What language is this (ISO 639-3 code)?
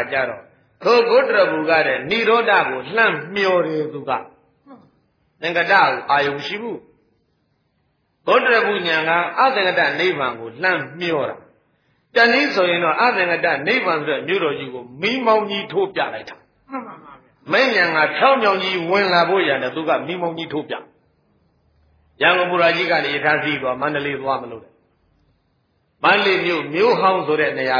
mya